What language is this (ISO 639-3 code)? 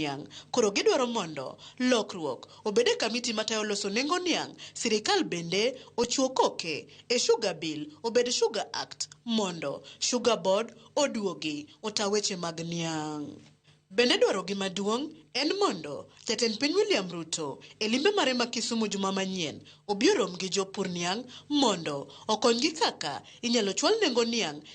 luo